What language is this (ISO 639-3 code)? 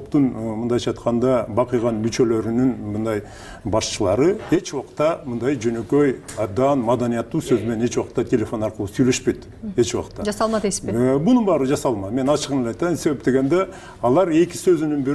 kir